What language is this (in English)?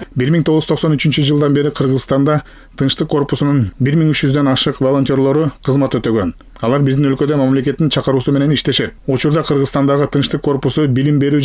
Kyrgyz